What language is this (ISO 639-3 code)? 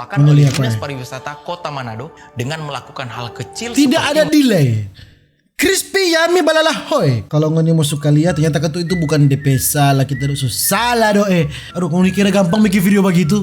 xmm